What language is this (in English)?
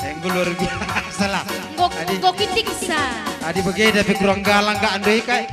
Batak Karo